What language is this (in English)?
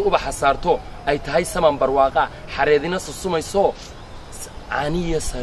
Somali